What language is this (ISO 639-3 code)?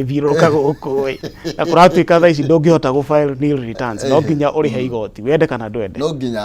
kik